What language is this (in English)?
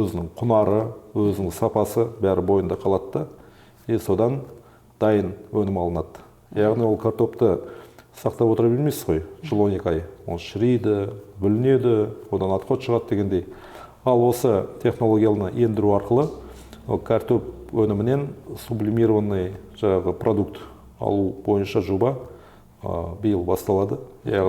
Kazakh